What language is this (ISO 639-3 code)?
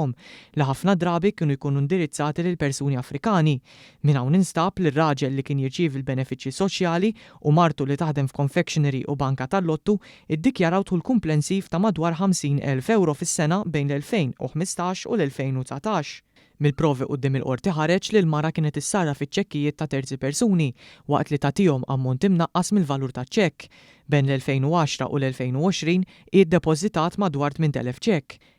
mlt